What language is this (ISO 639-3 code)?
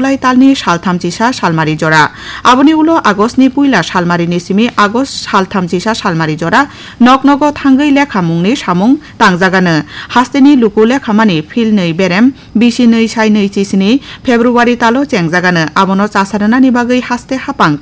trp